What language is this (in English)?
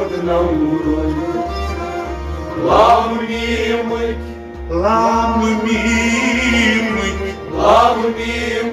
Romanian